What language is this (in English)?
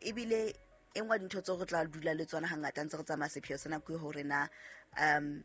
Southern Sotho